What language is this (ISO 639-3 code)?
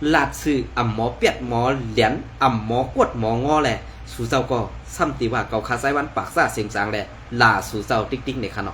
shn